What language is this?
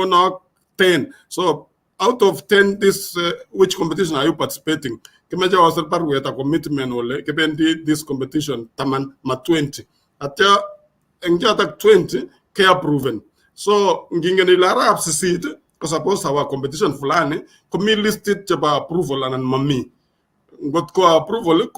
Kalenjin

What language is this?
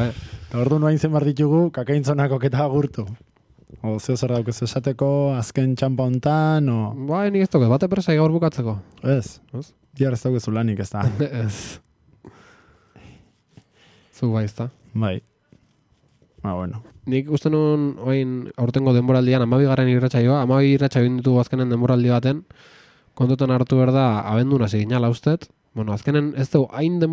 Basque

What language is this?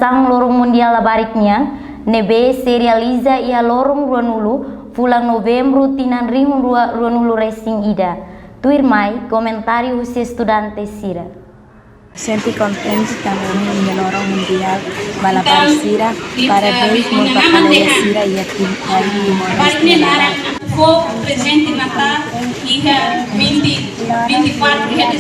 Tetum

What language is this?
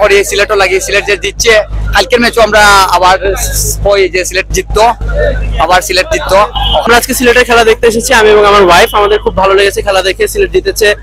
Sylheti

